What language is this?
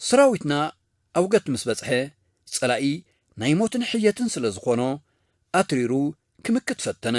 Tigrinya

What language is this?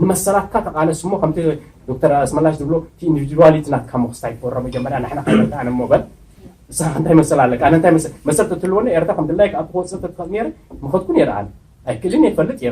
Tigrinya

